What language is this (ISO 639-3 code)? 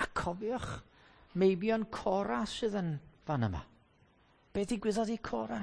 cym